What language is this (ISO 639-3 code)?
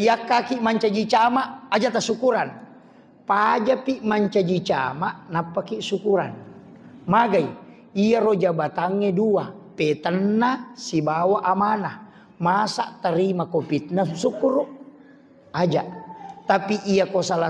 bug